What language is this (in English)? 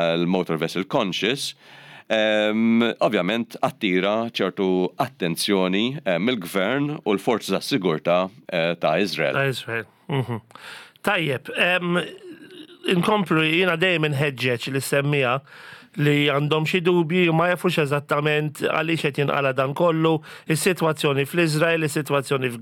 Maltese